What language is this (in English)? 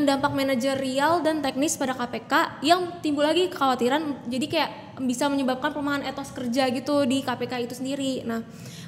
Indonesian